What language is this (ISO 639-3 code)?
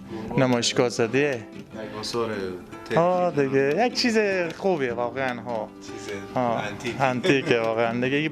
fas